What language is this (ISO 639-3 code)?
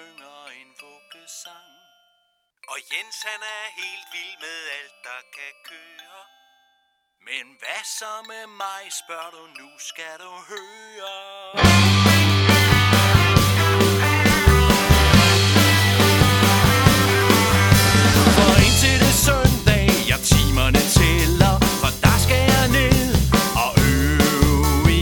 dan